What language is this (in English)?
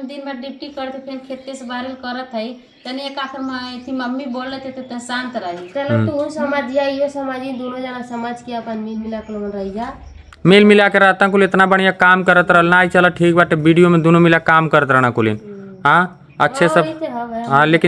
Bhojpuri